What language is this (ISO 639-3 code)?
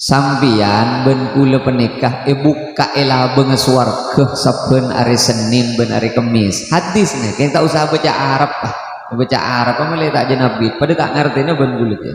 mad